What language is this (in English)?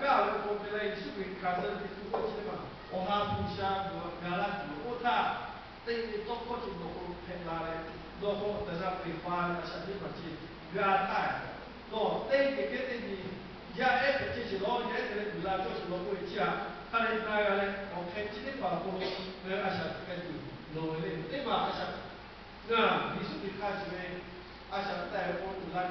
Lahu